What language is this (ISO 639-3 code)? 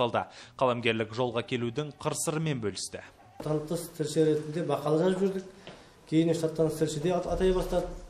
kaz